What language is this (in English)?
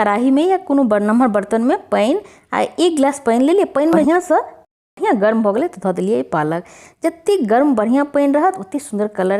Maithili